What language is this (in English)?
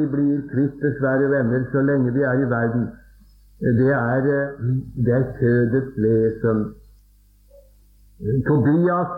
Norwegian